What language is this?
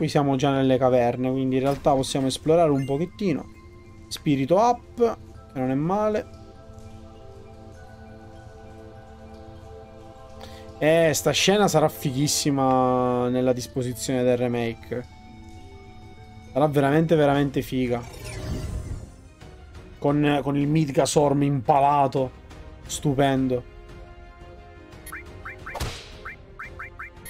Italian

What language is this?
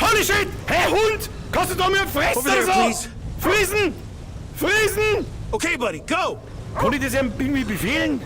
Bavarian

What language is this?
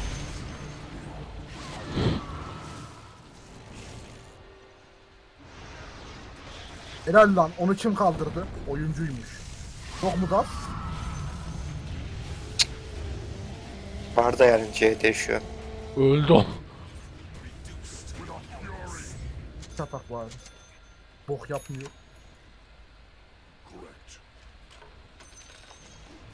Turkish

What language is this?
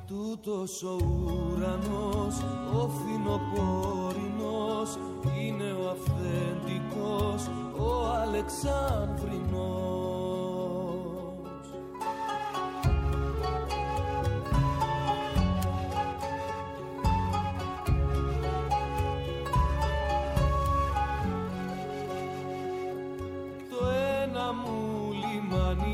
Greek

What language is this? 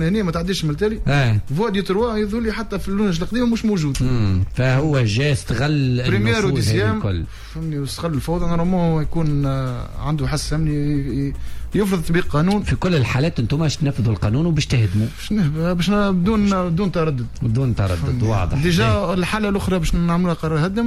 Tunisian Arabic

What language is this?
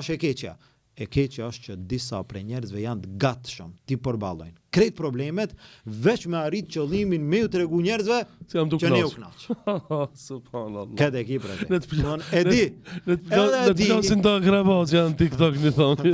Albanian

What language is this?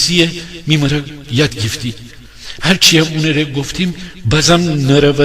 Gilaki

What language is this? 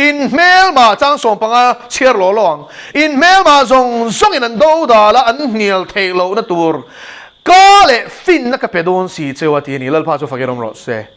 Mizo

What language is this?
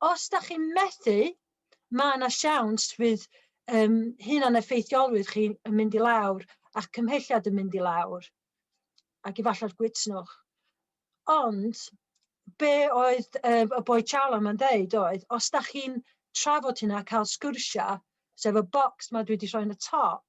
Welsh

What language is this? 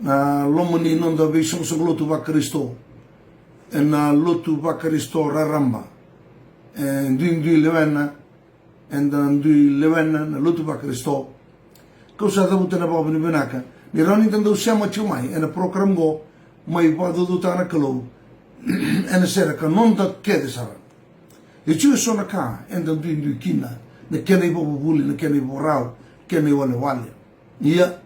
Fijian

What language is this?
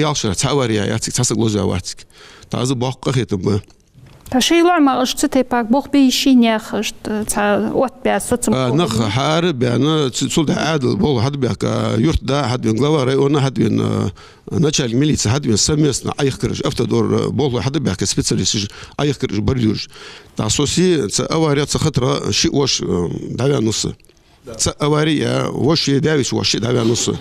Ingush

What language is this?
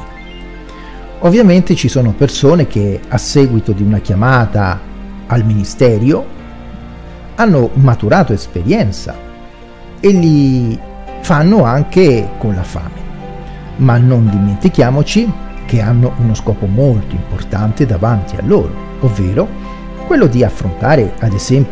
Italian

